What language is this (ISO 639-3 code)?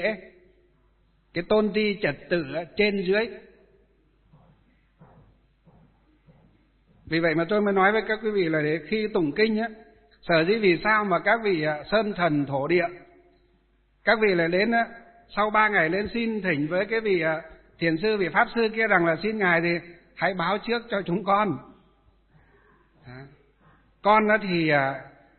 vie